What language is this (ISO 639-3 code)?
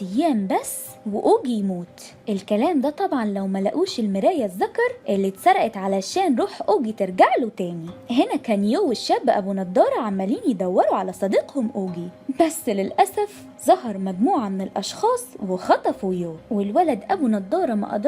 arz